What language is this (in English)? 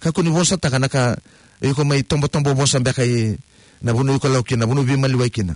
Fijian